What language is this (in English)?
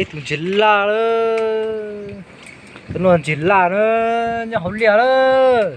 Hmong